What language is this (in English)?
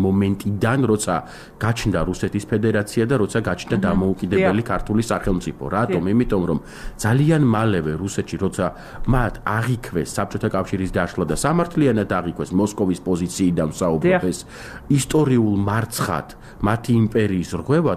Georgian